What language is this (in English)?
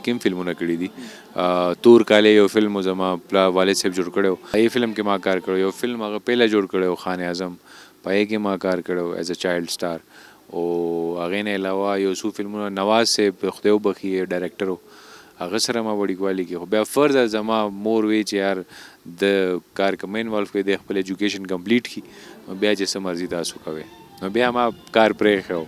Pashto